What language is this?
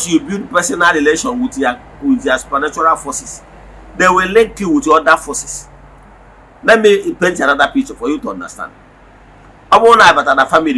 Igbo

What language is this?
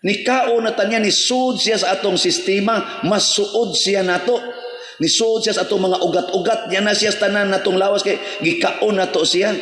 Cebuano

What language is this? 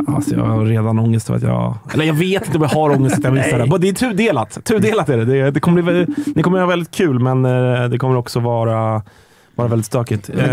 Swedish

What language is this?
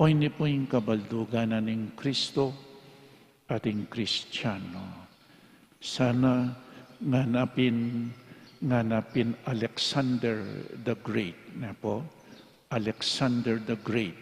Pampanga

